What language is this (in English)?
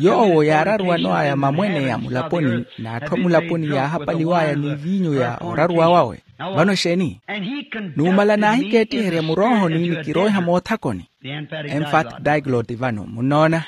Makhuwa